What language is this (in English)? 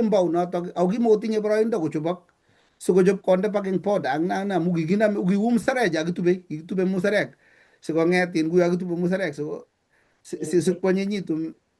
Kalenjin